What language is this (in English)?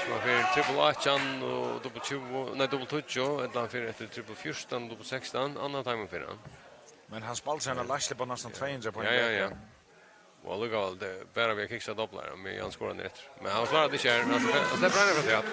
Faroese